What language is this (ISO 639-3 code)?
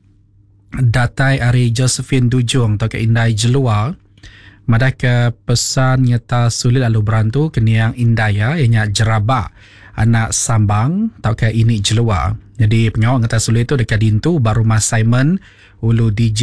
iba